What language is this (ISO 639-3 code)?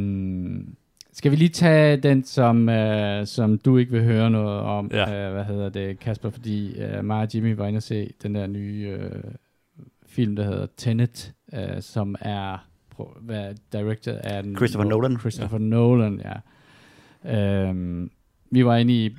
dan